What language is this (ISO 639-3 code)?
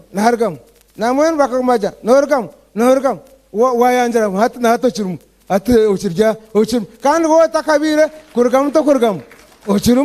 nyn